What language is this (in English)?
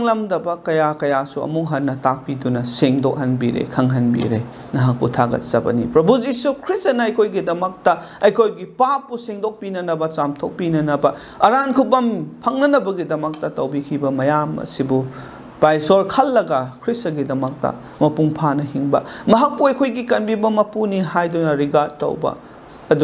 Manipuri